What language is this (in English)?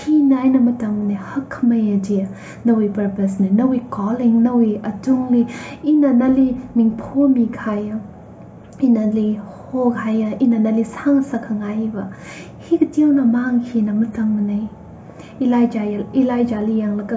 Tangkhul Naga (India)